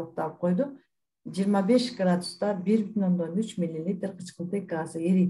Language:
Kyrgyz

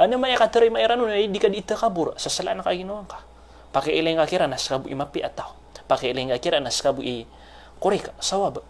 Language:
Maranao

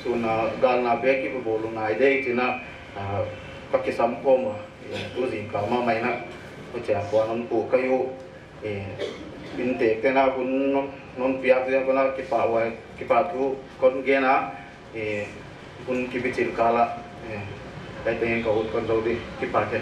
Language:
Paite Chin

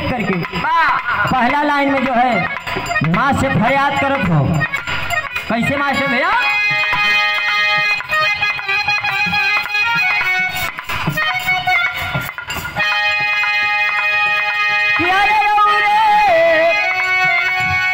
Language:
Bhojpuri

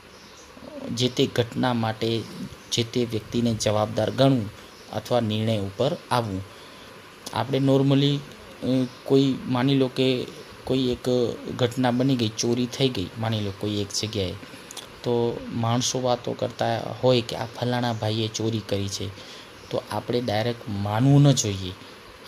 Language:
Gujarati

